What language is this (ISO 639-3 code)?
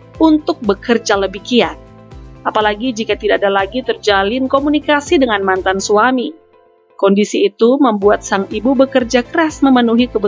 ind